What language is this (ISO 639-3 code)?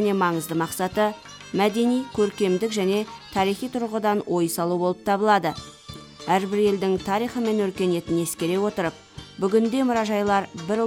kaz